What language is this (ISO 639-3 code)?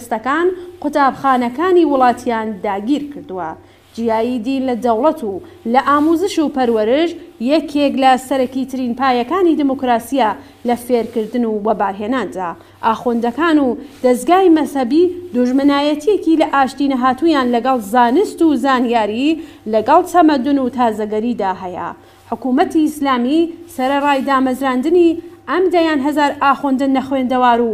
ckb